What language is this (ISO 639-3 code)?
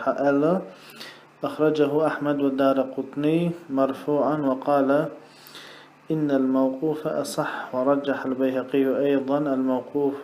che